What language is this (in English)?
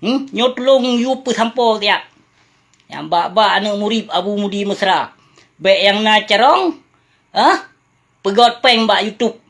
Achinese